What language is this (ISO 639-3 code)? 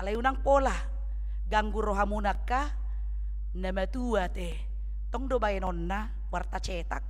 bbc